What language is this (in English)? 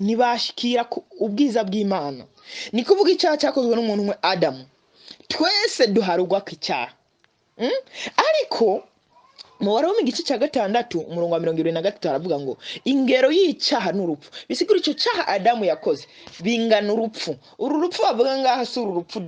Rundi